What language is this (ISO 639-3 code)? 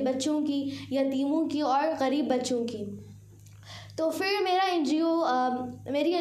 urd